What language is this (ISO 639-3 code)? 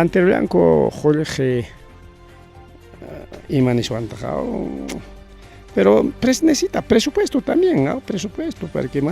quy